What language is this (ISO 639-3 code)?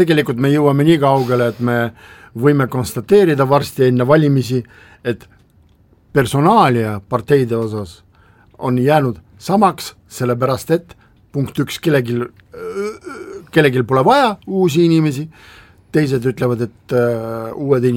est